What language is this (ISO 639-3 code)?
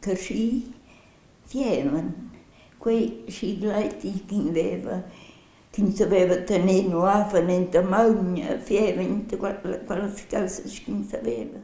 roh